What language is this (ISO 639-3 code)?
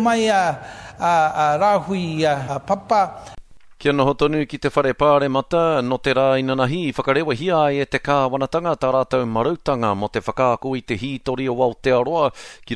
mri